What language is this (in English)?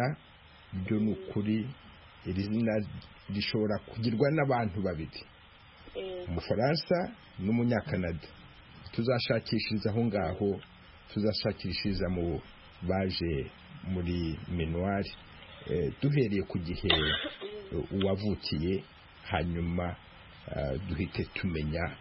Kinyarwanda